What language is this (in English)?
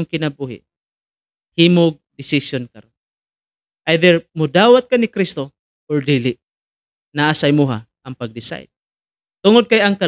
Cebuano